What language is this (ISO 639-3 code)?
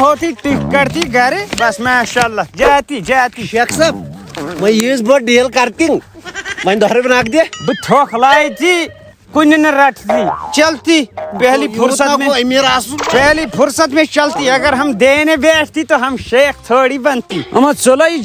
kas